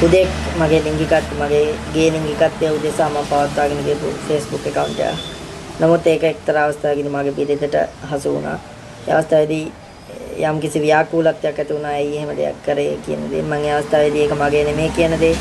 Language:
Sinhala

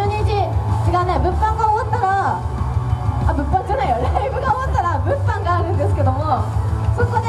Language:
Japanese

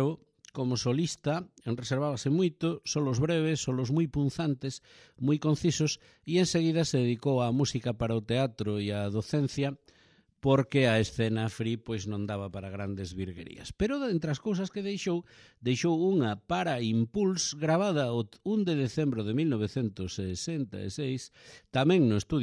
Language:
Galician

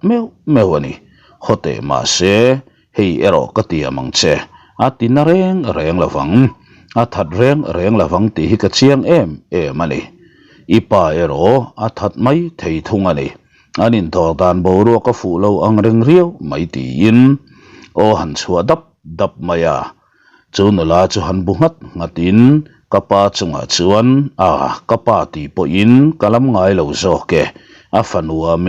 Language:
Mizo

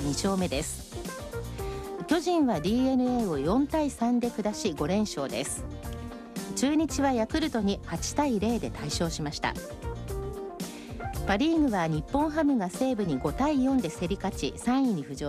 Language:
Japanese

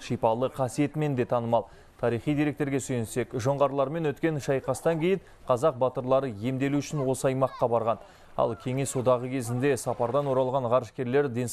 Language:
Kazakh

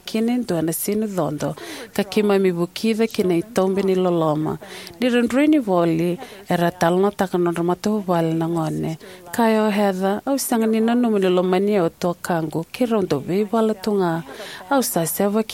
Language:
Fijian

